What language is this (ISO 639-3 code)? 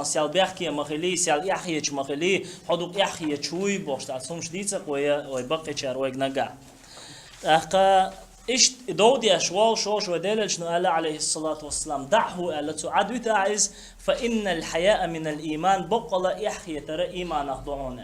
che